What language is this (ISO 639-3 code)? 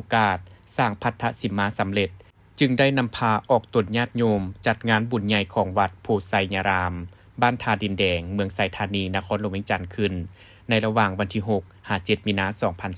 lao